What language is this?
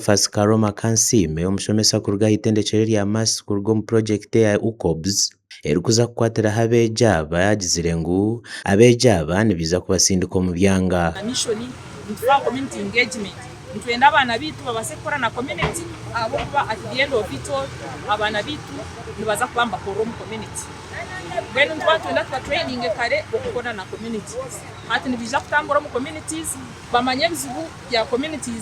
Nyankole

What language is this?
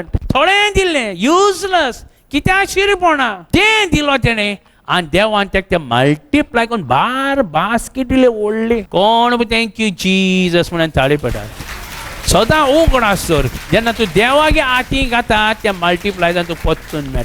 Konkani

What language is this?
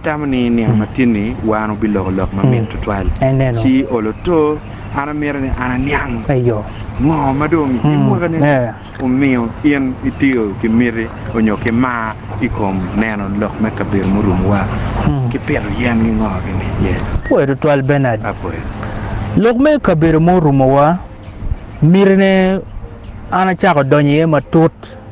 Acoli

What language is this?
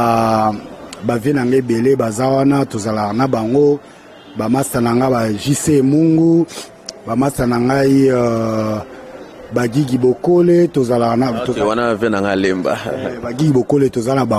Lingala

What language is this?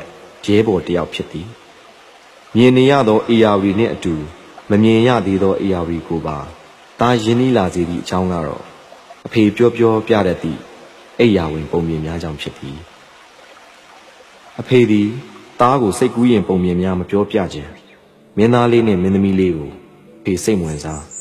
Burmese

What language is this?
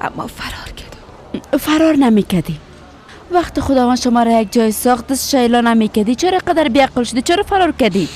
Persian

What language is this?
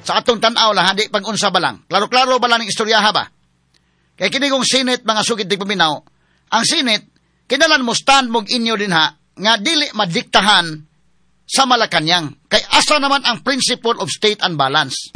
Cebuano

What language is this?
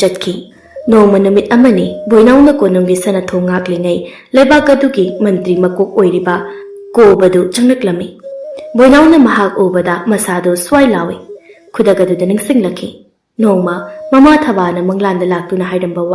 Manipuri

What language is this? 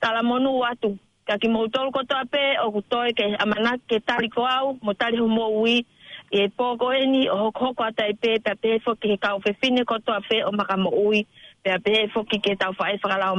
Tongan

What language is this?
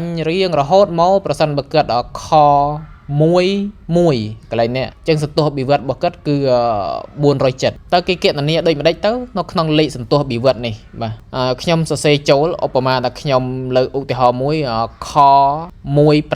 Khmer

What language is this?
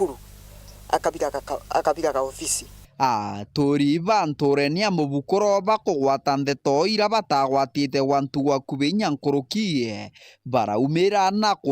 Meru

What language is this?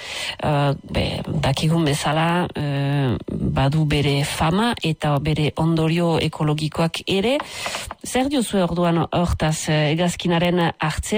Basque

